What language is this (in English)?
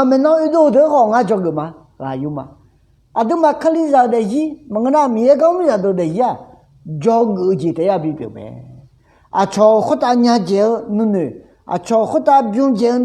Akha